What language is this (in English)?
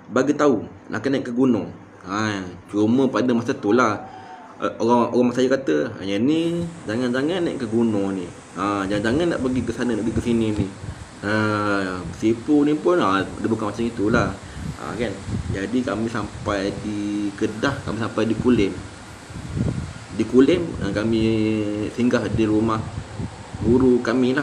Malay